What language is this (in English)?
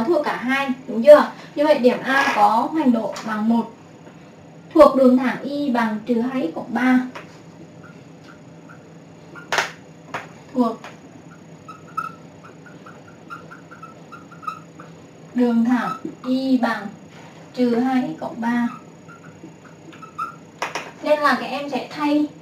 Vietnamese